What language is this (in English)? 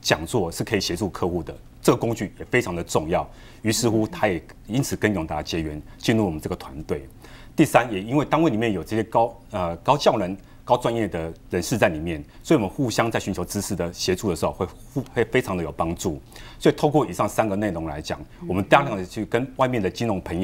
Chinese